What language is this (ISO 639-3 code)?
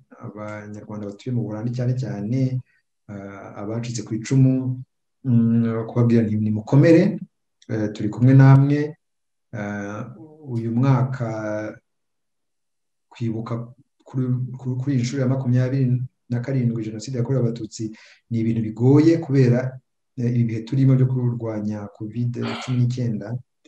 kin